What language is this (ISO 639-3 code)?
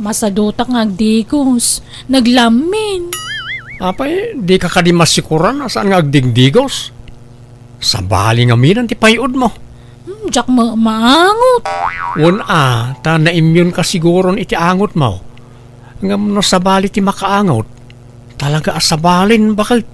ilo